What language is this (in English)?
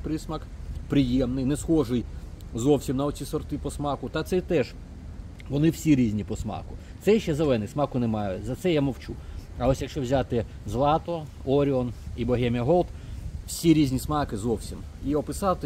Ukrainian